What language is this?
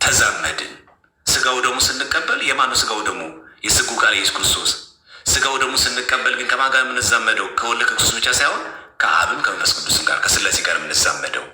Amharic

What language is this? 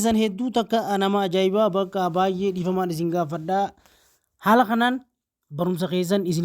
Oromo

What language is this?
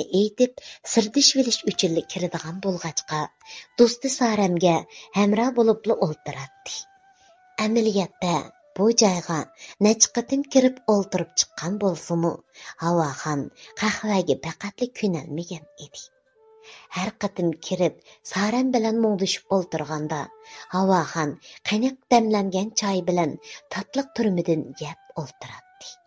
Uyghur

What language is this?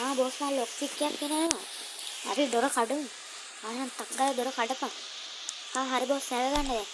Sinhala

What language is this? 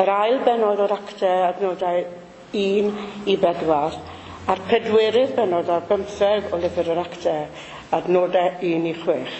Welsh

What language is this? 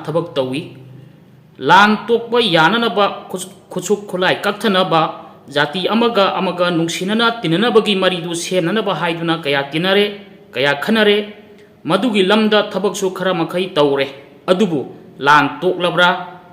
Manipuri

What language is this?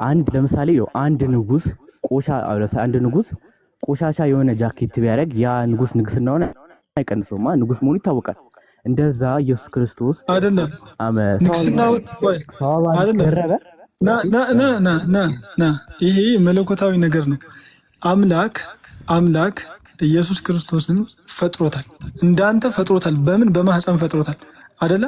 Amharic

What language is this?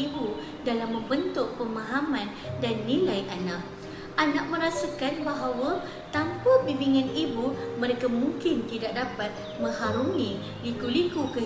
Malay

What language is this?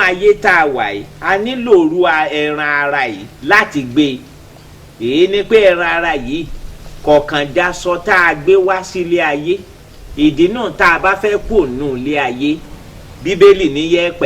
Yoruba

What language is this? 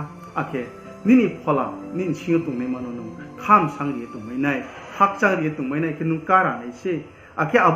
Riang (India)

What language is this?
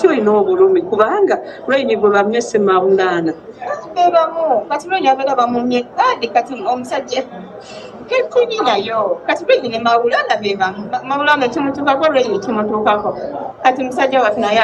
Ganda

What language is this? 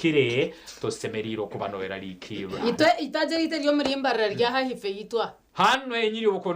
Nyankole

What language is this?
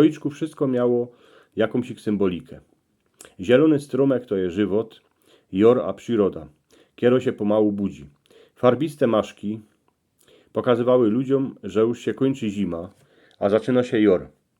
Silesian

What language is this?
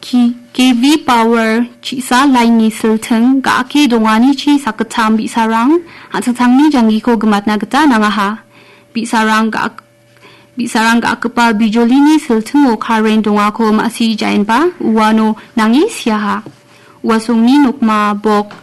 Garo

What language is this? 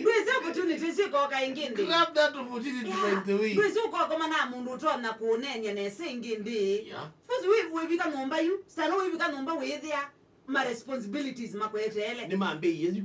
Kamba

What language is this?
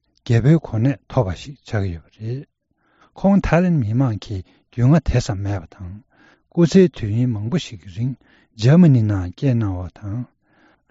Tibetan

